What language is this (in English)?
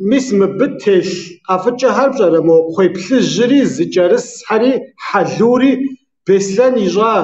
Kabardian